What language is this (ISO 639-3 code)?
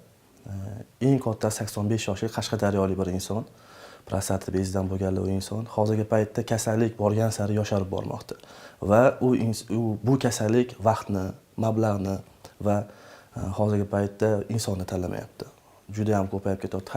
uzb